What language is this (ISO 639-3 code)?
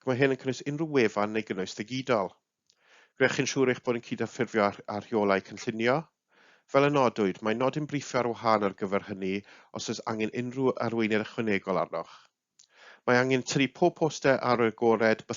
cym